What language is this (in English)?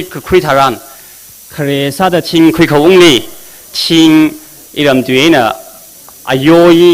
Tangkhul Naga (India)